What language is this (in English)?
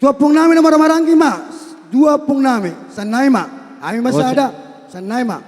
Batak Toba